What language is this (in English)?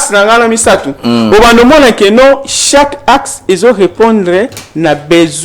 Lingala